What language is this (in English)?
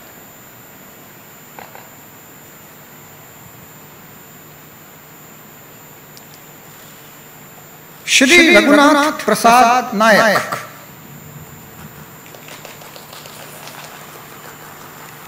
Odia